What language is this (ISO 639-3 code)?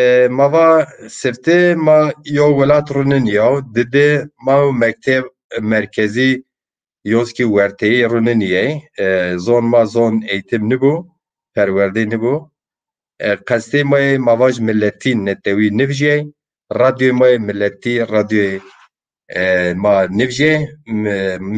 zza